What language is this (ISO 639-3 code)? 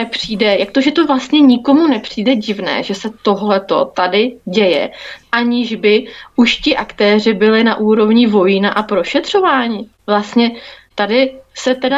ces